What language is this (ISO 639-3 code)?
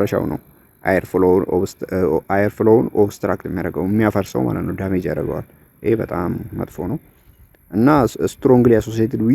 amh